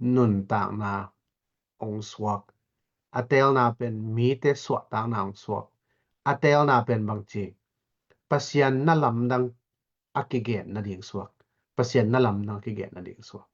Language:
Tedim Chin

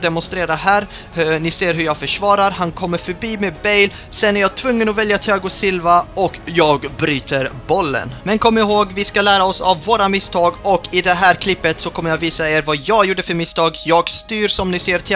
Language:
Swedish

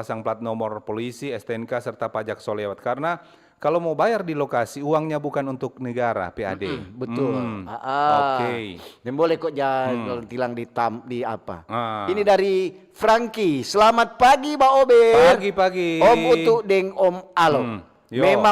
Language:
Manado Malay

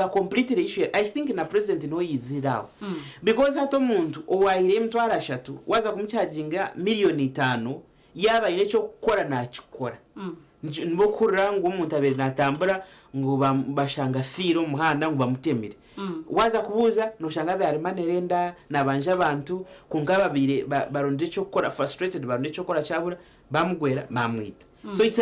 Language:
Nyankole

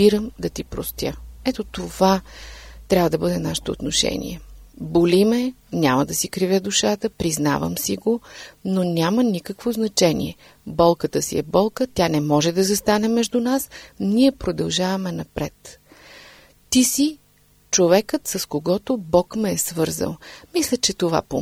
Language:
Bulgarian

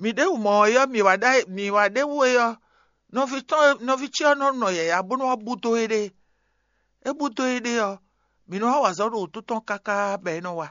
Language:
Fon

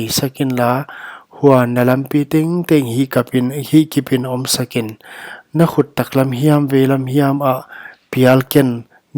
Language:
Paite Chin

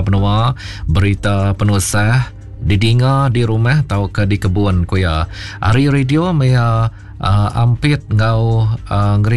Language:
Iban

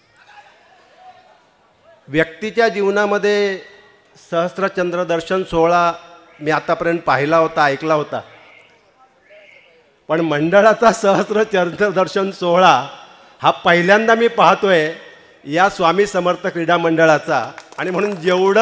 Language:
Marathi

